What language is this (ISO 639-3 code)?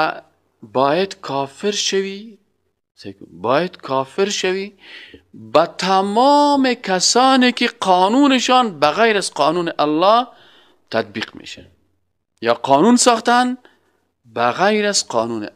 fas